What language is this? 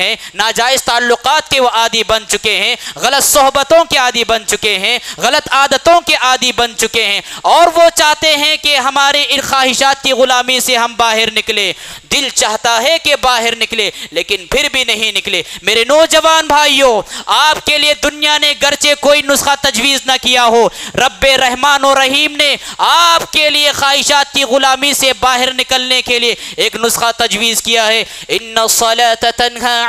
Urdu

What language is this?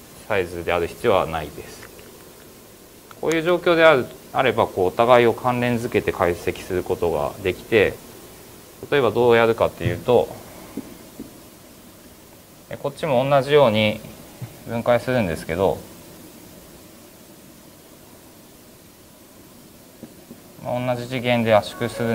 Japanese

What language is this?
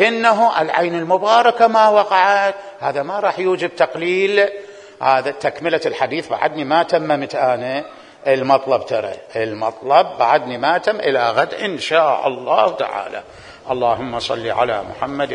Mesopotamian Arabic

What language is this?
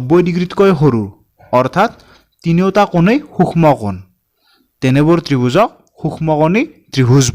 Assamese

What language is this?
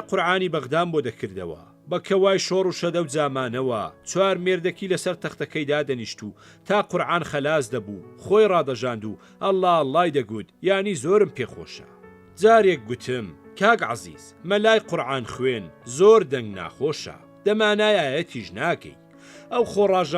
Central Kurdish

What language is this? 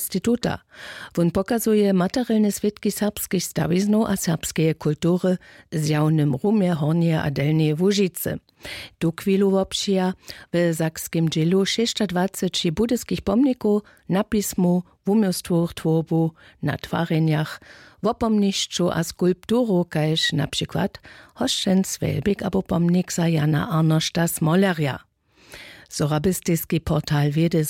Upper Sorbian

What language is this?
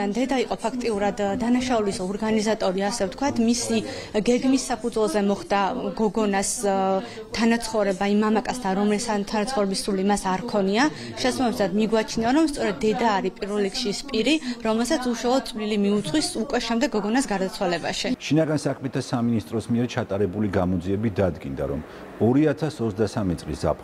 Georgian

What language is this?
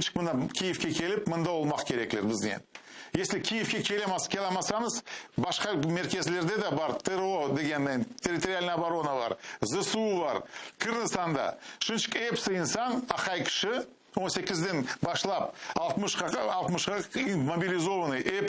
Crimean Tatar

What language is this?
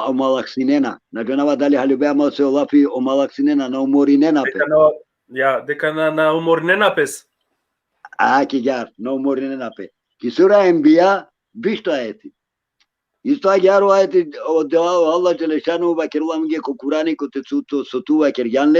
Balkan Romani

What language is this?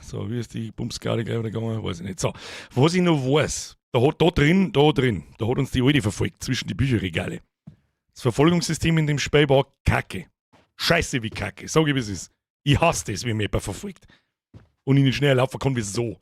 Bavarian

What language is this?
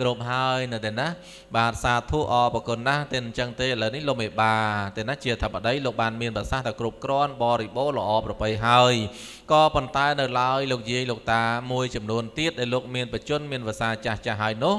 Khmer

